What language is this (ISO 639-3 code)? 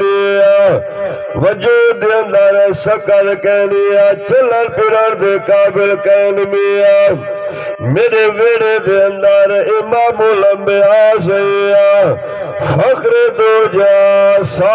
skr